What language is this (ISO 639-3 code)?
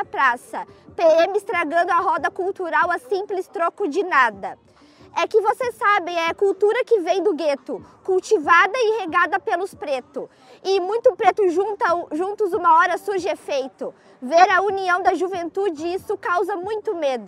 por